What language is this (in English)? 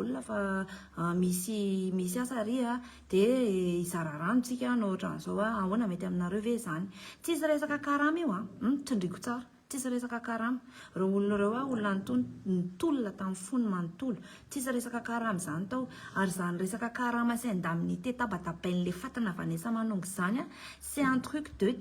Malagasy